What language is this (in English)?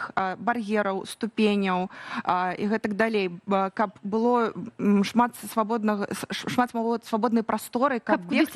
Belarusian